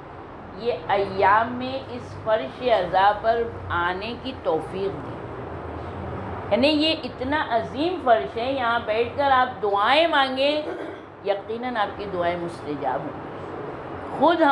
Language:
Urdu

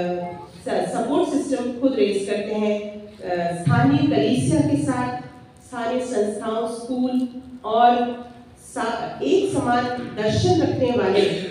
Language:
Hindi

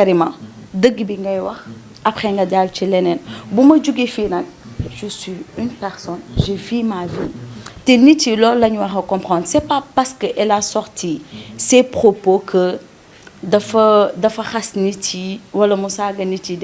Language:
Wolof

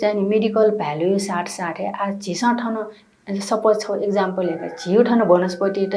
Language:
Newari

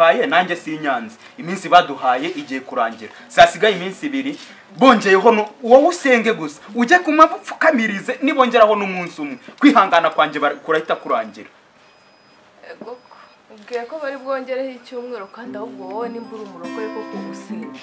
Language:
Kinyarwanda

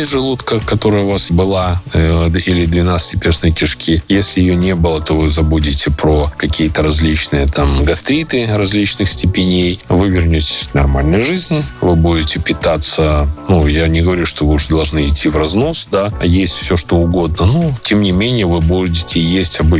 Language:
Russian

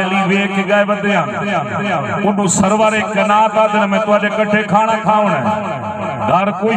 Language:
Saraiki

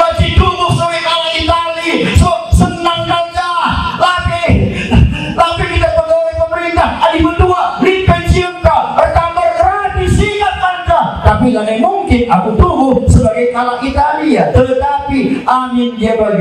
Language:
Batak Karo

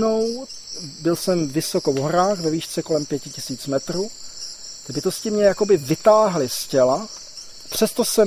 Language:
Czech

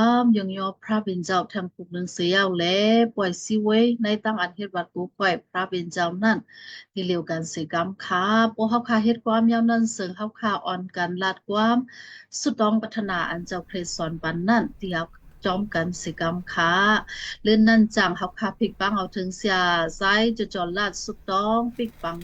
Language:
Shan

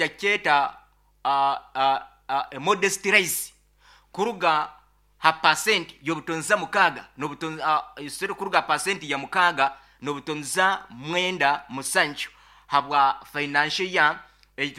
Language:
Nyoro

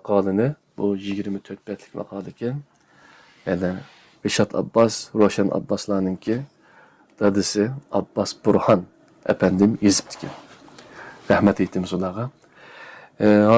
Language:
Uyghur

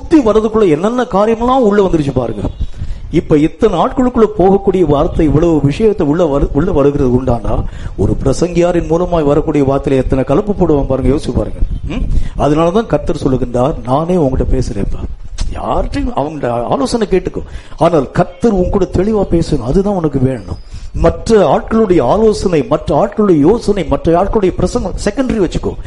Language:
Tamil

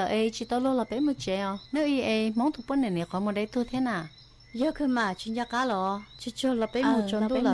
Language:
Hmong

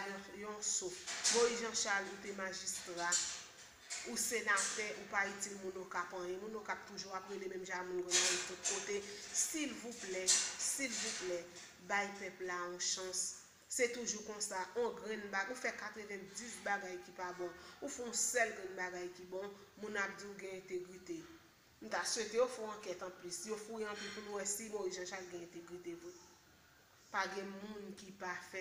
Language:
Haitian Creole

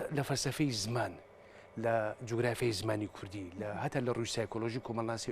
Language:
Central Kurdish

